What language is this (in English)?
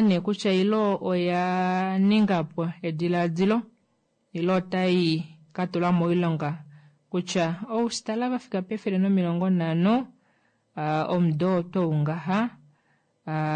Kuanyama